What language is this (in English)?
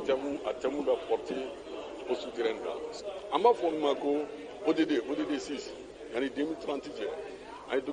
Bambara